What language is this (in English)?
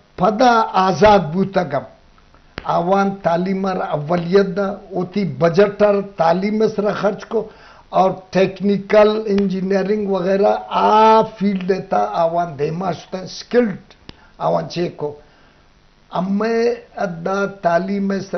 Eastern Balochi